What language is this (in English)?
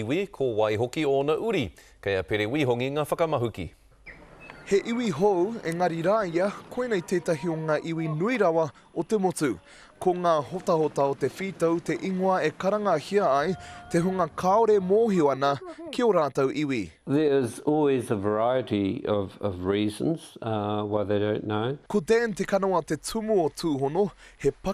Māori